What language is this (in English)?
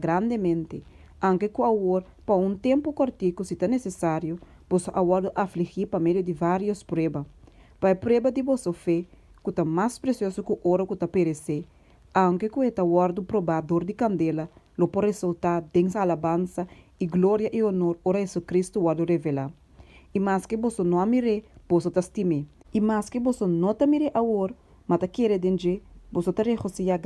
Papiamento